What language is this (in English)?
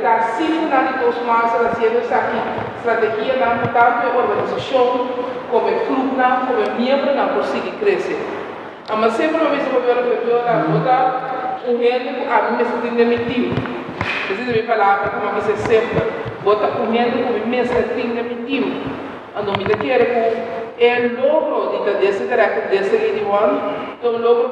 Papiamento